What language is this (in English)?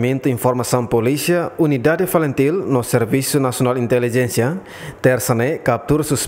Tetum